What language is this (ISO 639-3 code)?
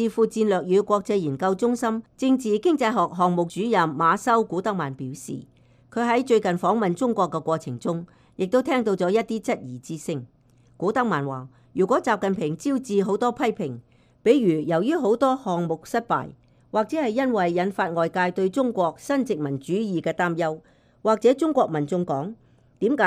yue